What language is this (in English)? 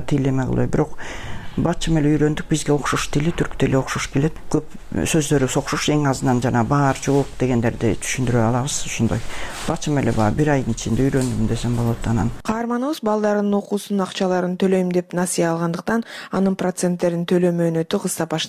Kyrgyz